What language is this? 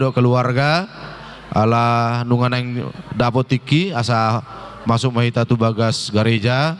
Batak Toba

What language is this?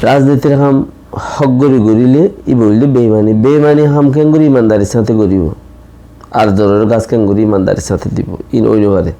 Rohingya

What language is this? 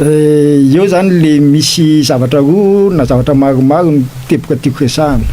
Malagasy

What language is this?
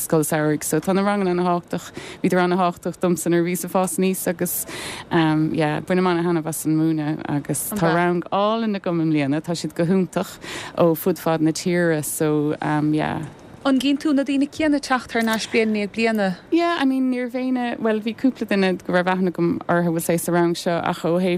Irish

